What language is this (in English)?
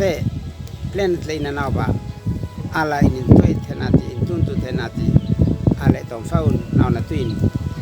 Uab Meto